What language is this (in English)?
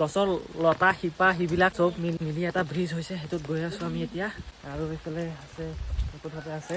Assamese